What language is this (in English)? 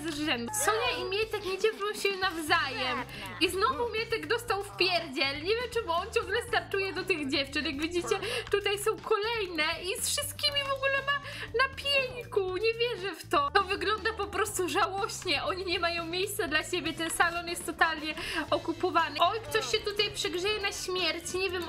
Polish